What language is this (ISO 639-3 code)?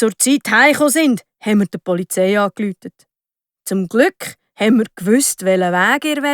gsw